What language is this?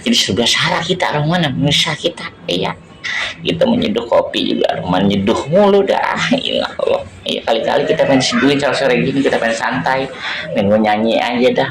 Betawi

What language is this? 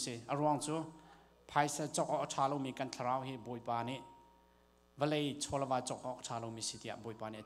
Hakha Chin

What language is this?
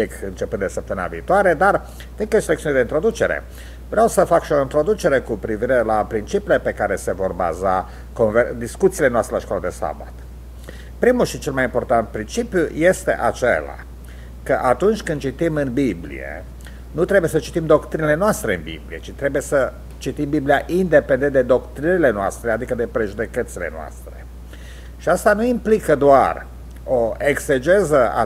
Romanian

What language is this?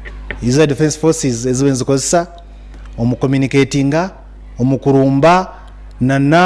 Nyankole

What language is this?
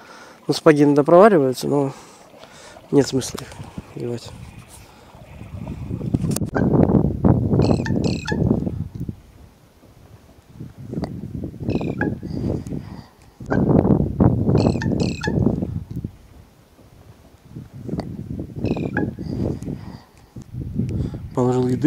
Russian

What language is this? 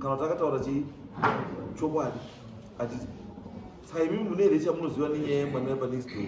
Shona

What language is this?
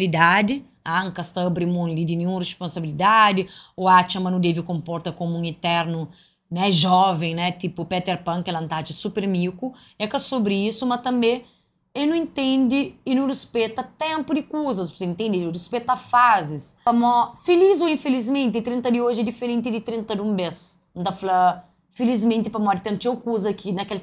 Kabuverdianu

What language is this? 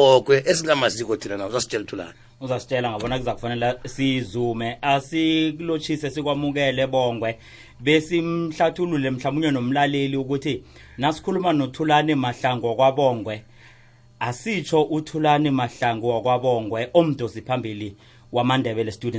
South Ndebele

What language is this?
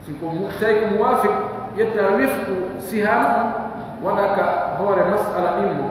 Pular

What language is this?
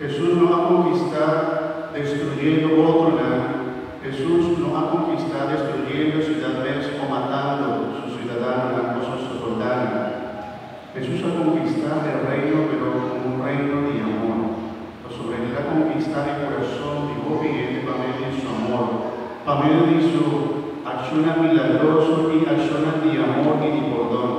Papiamento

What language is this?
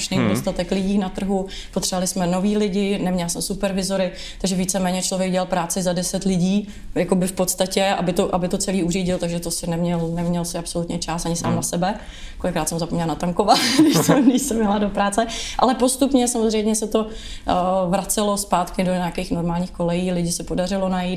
Czech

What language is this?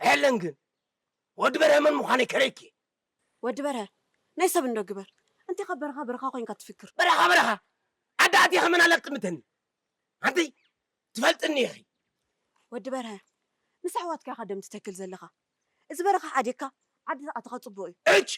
Tigrinya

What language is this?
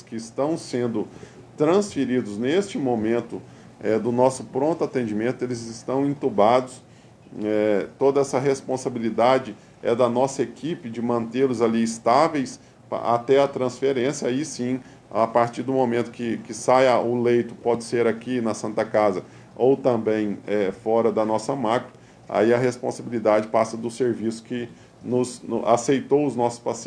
Portuguese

